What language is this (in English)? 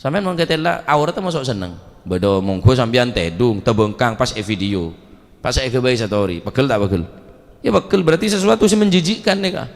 Madurese